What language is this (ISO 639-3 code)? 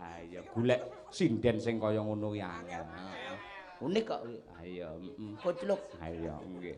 jav